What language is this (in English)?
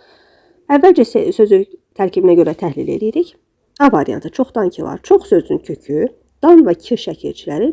Azerbaijani